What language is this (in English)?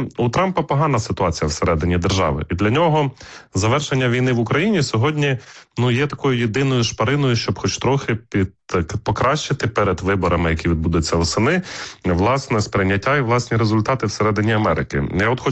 Ukrainian